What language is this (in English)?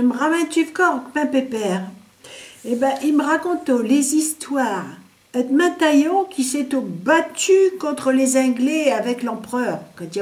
Picard